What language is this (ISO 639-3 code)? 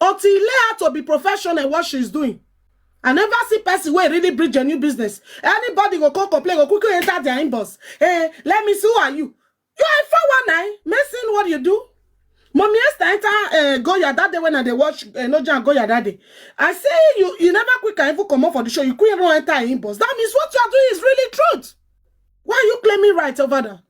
pcm